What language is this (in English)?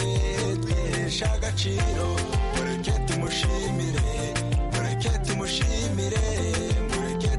Kinyarwanda